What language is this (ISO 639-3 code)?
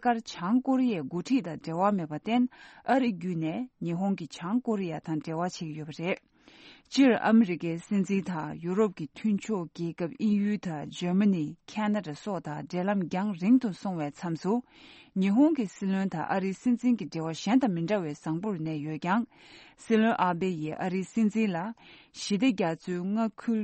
bod